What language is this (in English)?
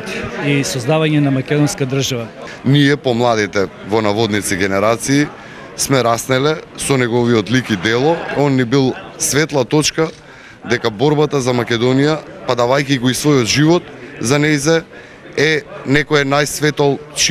Macedonian